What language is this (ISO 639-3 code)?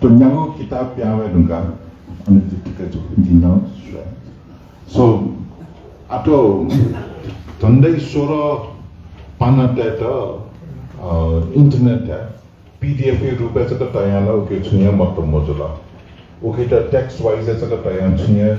new